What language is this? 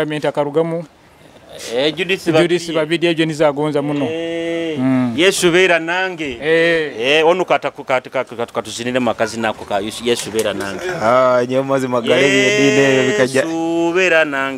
Nyoro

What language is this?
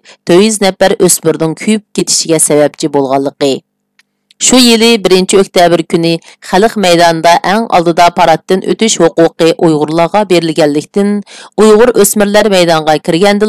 Uyghur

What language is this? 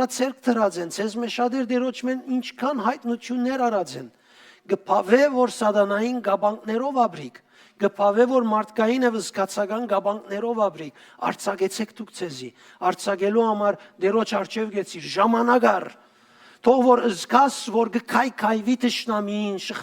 Western Armenian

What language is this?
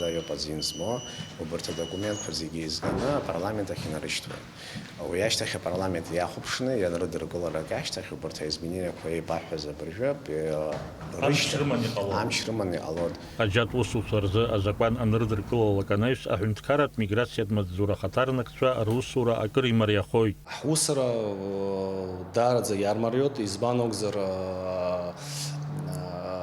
Abkhazian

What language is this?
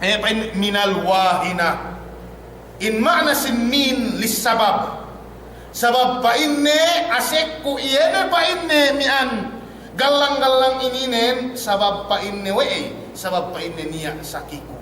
Yakan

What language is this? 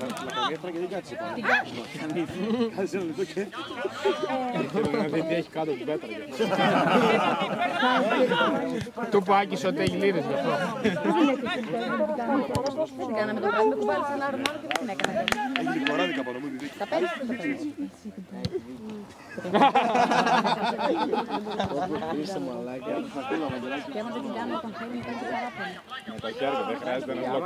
Greek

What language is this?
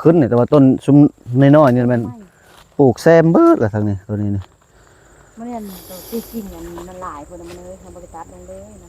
Northeastern Thai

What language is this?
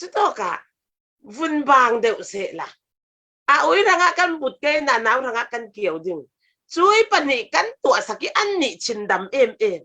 Falam Chin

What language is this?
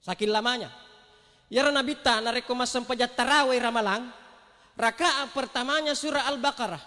Buginese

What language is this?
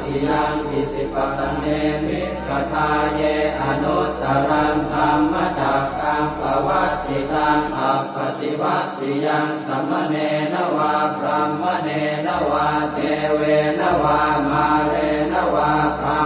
Pali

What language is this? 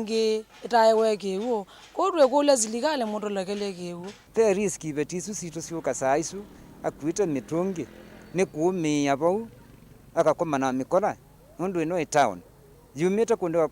Kamba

